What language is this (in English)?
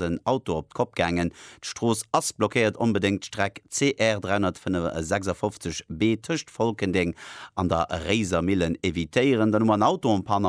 Luxembourgish